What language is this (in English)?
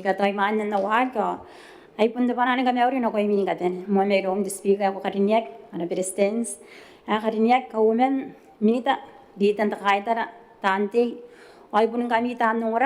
Gilbertese